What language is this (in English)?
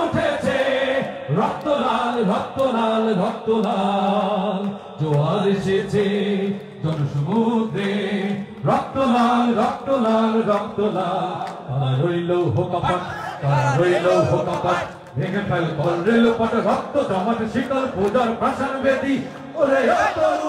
Bangla